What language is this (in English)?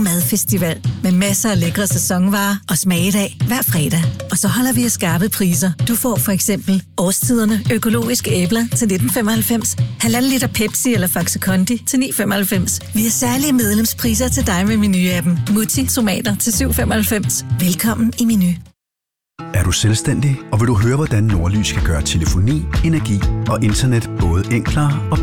Danish